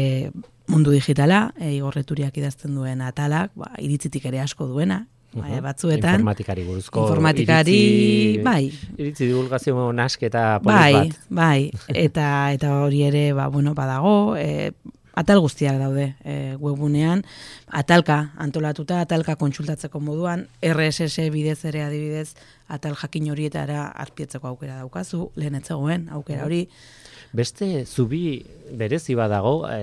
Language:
Basque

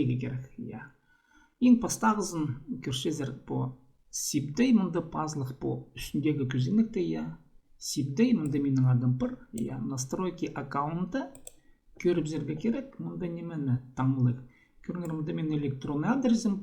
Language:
Khakas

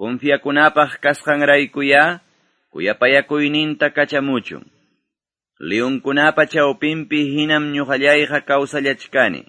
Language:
Quechua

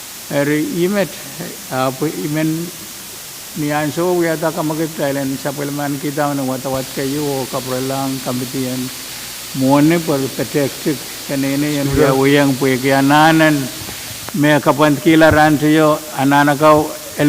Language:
Pohnpeian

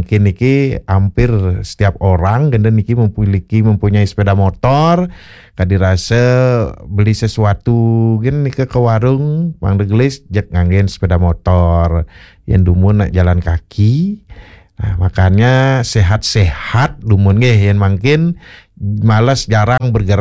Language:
Balinese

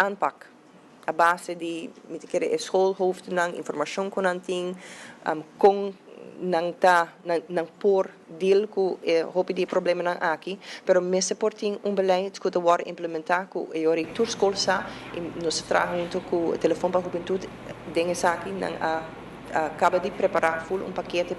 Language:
Papiamento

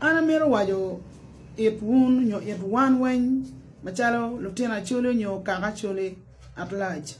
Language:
Acoli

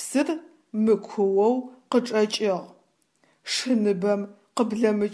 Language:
Adyghe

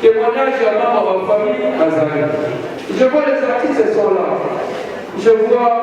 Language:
Lingala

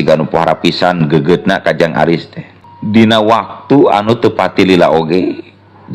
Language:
Sundanese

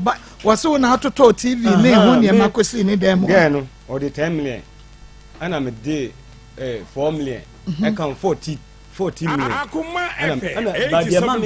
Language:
Akan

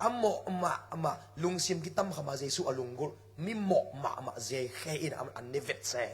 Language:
Tedim Chin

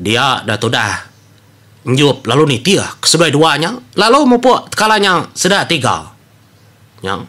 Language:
Iban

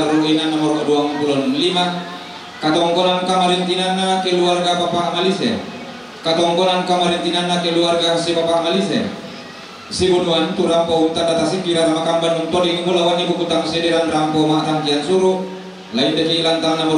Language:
Toraja-Sa'dan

